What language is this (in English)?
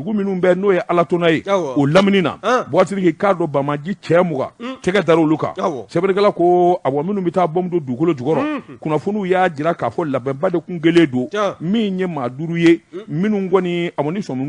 Bambara